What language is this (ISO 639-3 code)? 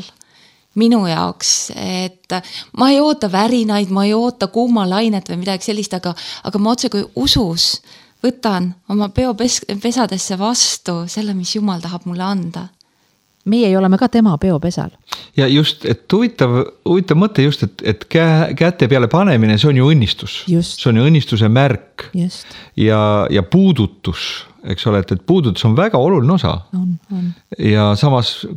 est